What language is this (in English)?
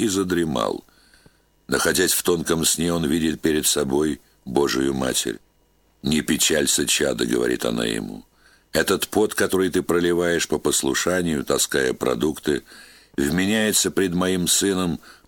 Russian